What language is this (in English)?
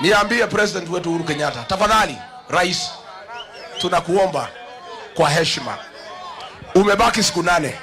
Meru